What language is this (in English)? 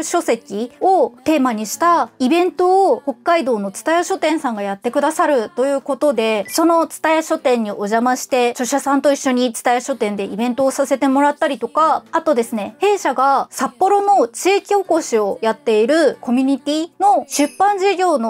Japanese